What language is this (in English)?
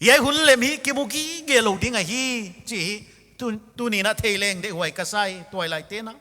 Paite Chin